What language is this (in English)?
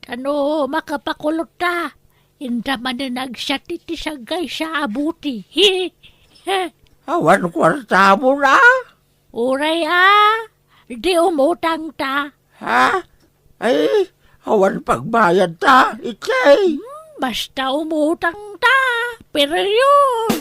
Iloko